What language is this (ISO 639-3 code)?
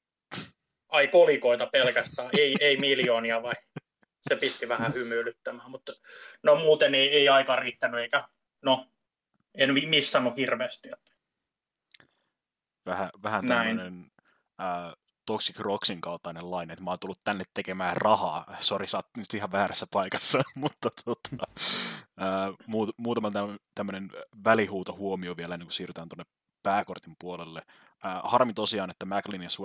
fin